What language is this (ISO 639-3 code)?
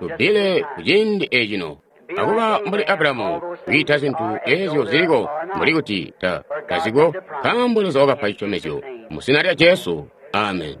toi